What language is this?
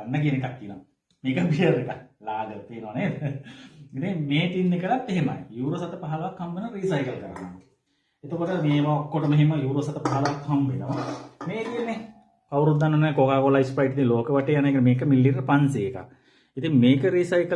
Sinhala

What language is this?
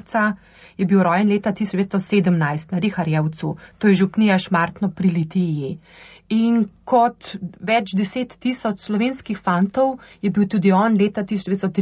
Slovenian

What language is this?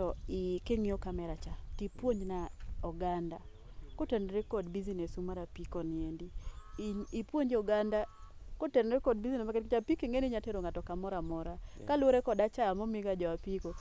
Luo (Kenya and Tanzania)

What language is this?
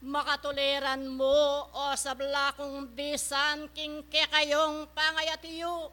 Pampanga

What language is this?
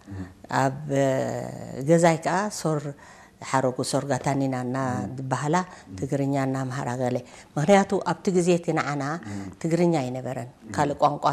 Tigrinya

